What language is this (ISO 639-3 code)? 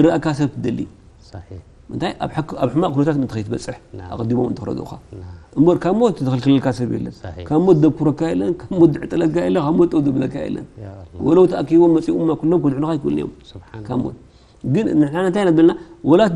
tir